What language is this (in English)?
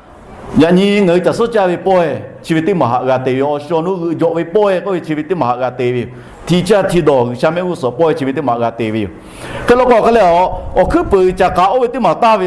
Lahu